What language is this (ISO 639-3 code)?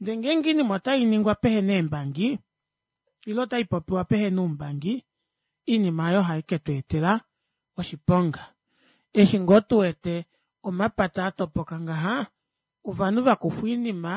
kua